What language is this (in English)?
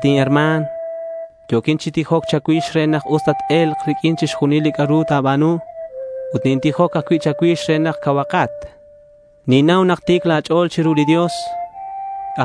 Kekchí